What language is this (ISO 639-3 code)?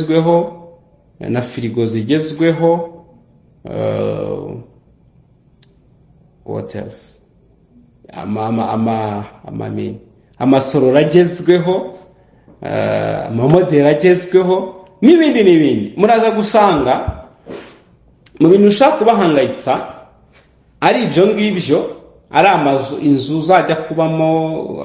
kin